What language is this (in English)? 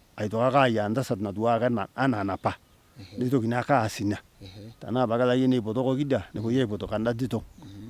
Masai